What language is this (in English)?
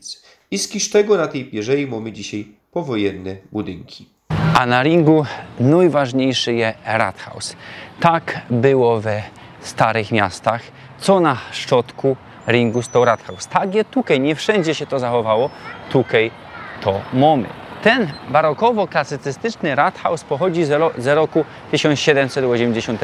Silesian